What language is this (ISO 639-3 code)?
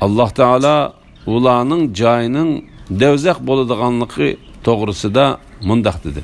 uig